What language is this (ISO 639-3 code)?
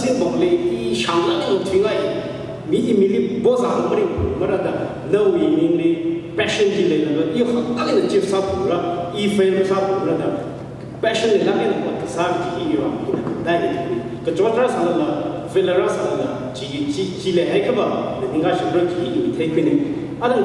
nmf